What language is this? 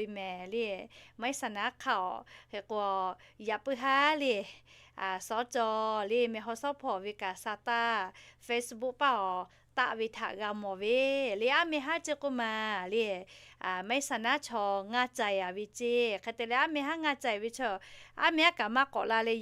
Lahu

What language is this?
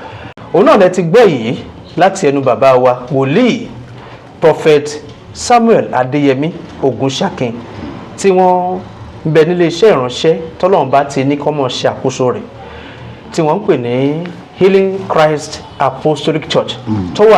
Yoruba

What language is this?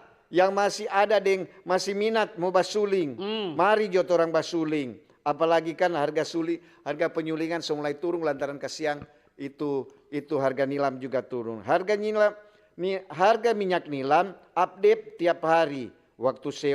Manado Malay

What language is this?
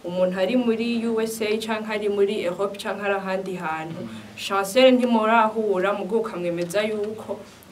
Rundi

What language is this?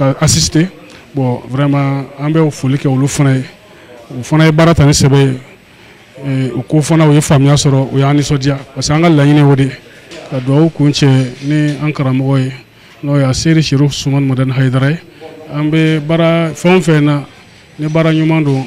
Bambara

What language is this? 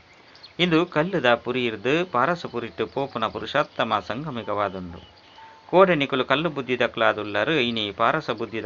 Tulu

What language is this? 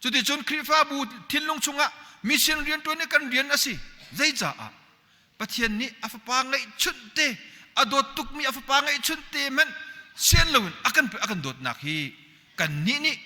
Hakha Chin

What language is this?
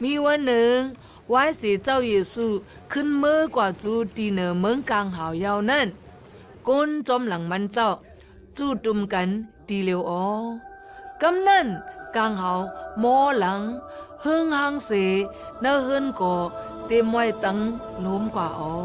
Shan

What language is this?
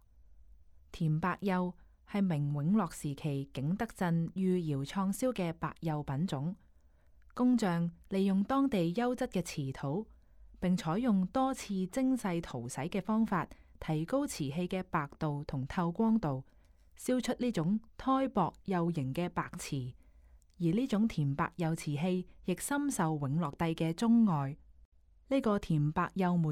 Cantonese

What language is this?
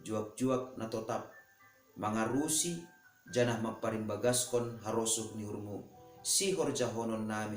Batak Simalungun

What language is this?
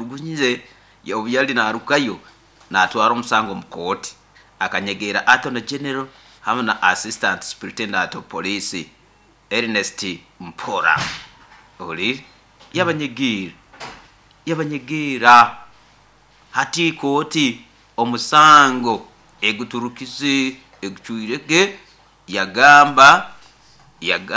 Nyoro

